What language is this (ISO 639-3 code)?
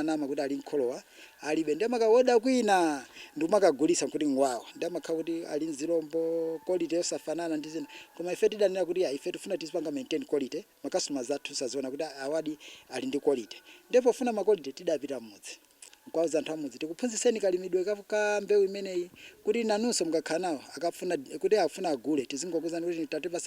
nya